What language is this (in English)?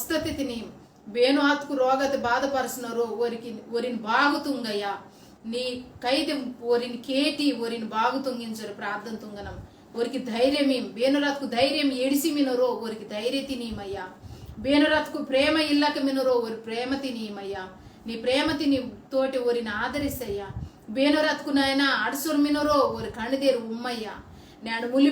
Koya